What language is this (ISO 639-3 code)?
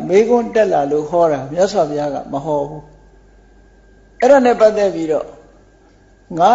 mya